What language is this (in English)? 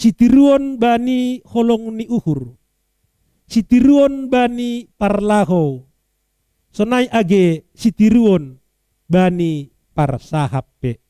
Batak Simalungun